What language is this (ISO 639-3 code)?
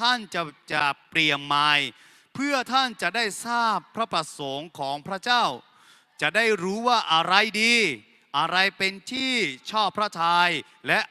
ahk